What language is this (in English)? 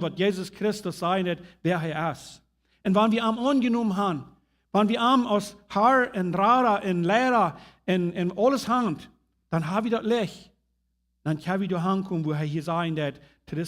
Plautdietsch